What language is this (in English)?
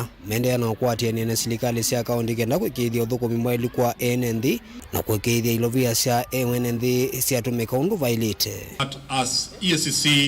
Kamba